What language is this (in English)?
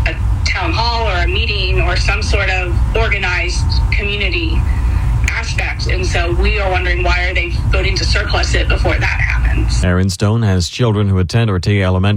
English